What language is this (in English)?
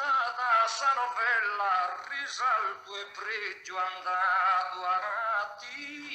Sardinian